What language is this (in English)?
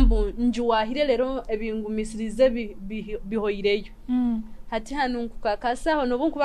Nyoro